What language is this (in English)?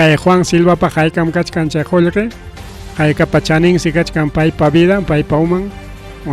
Ayacucho Quechua